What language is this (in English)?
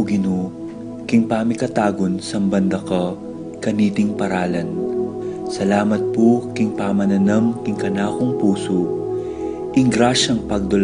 Pampanga